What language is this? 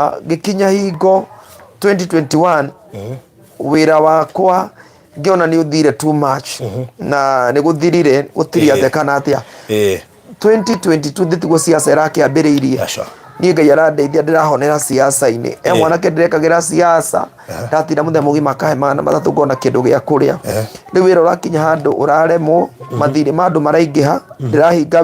Kikuyu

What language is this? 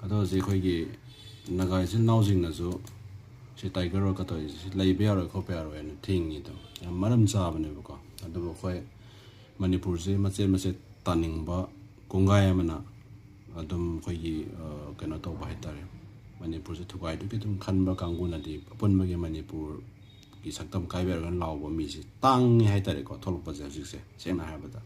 Manipuri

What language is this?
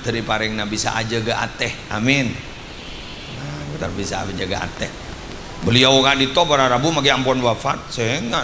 Madurese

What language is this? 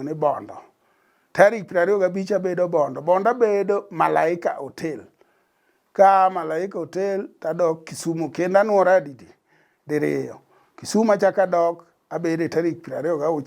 Luo (Kenya and Tanzania)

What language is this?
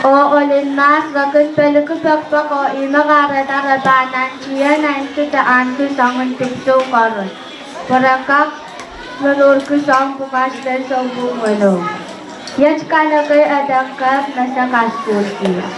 Pohnpeian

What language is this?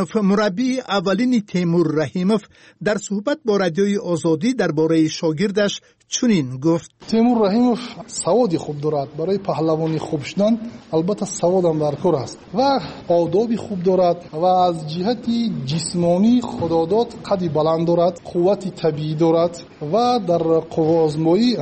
Tajik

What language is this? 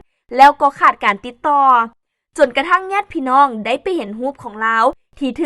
Lao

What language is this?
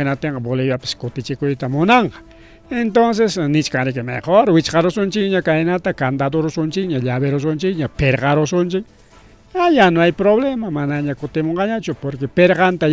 Ayacucho Quechua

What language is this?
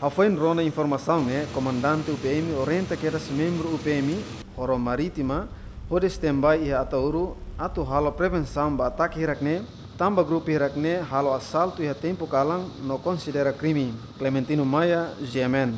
Tetum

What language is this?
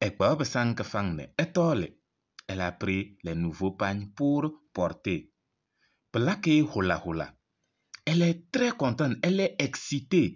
Kabiyè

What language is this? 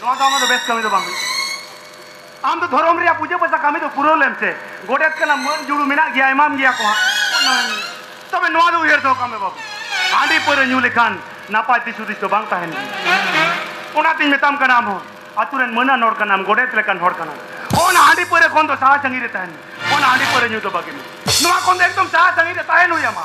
Santali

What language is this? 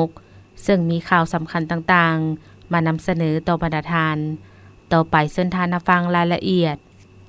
Lao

